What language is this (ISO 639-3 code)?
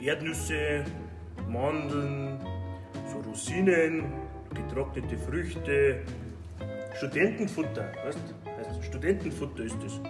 bar